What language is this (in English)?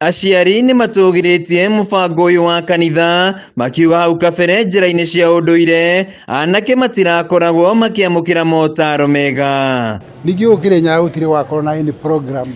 Kikuyu